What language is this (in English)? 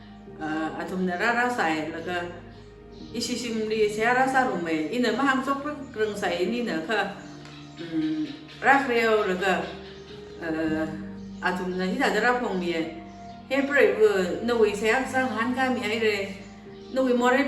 Tangkhul Naga (India)